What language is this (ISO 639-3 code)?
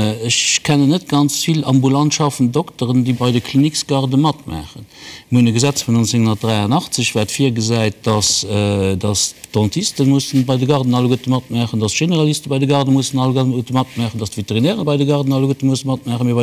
ltz